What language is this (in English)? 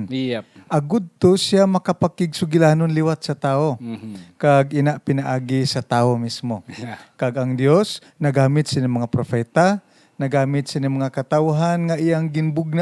Hiligaynon